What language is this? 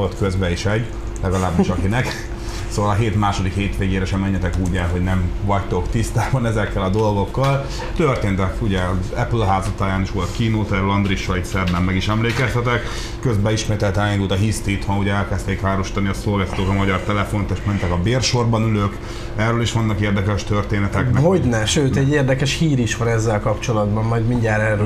Hungarian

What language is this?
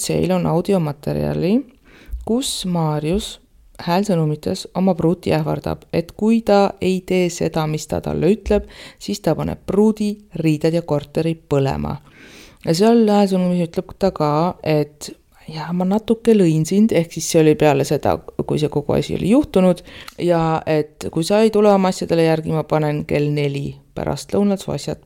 Estonian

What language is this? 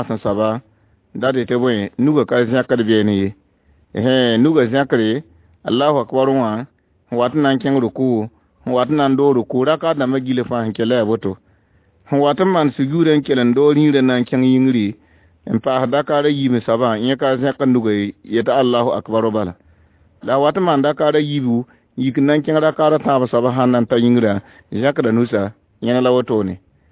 Mossi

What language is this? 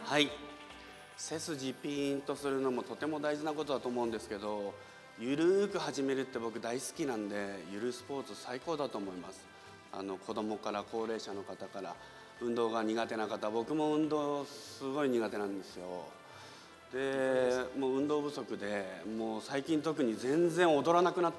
Japanese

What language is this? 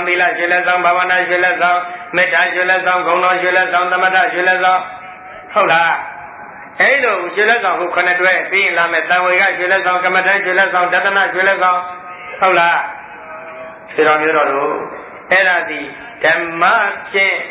Burmese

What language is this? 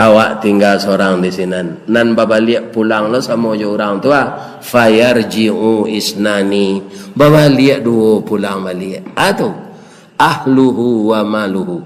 Minangkabau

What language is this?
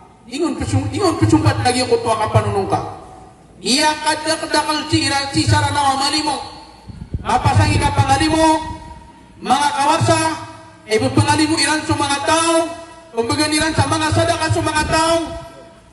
Maranao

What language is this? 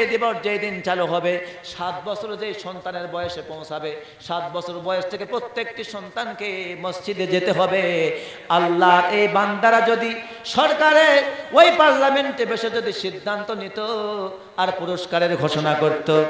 Bangla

